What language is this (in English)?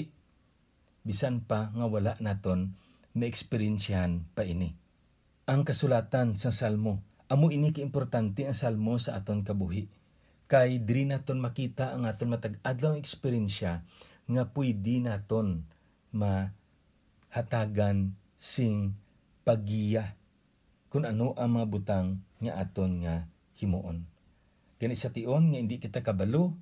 Hiligaynon